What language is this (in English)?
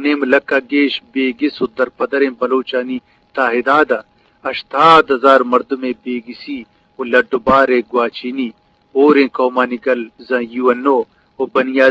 Eastern Balochi